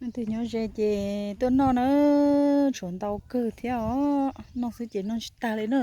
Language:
Hmong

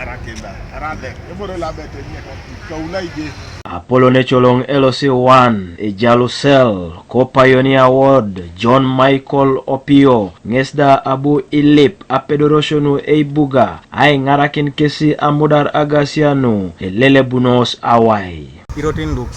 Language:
Teso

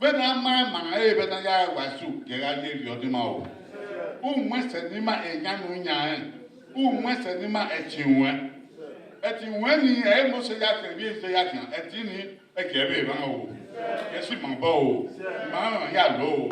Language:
Bini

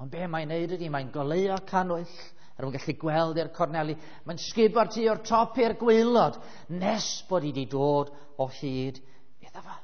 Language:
Welsh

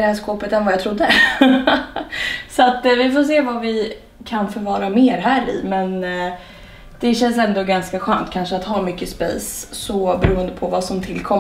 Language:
Swedish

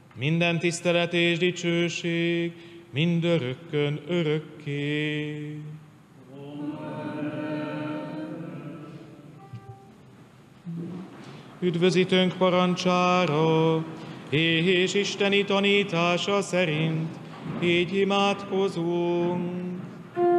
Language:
Hungarian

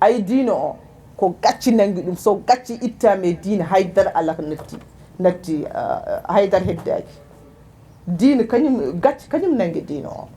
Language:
Fula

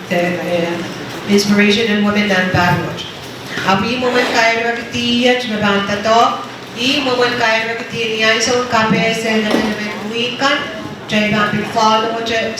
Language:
Pohnpeian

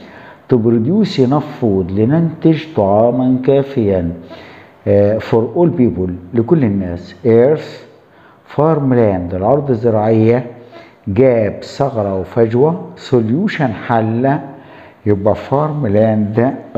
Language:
Arabic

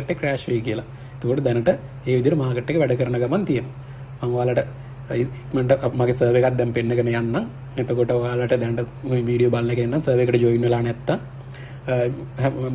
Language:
Sinhala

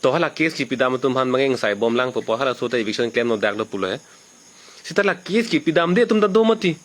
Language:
Karbi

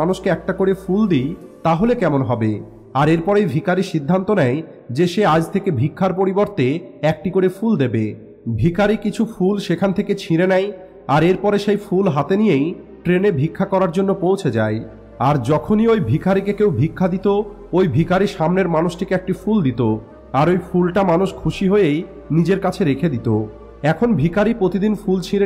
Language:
Bangla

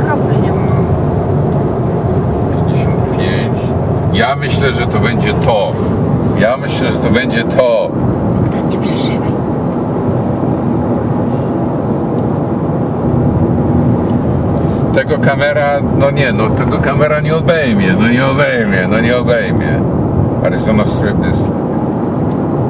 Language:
Polish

